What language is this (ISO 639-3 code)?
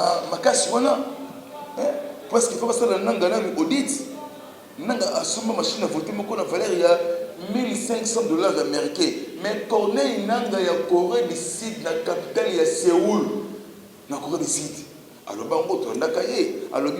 lin